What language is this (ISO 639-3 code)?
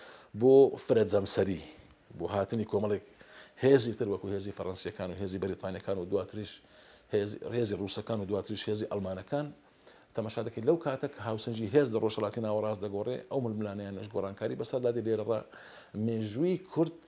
ckb